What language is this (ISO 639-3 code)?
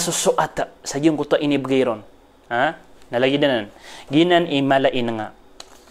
mrw